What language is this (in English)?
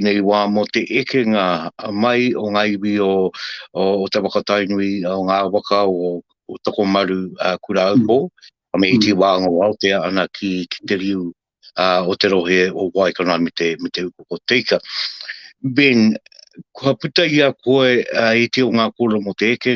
Māori